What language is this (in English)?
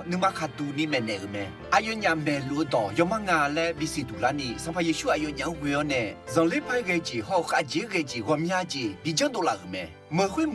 Akha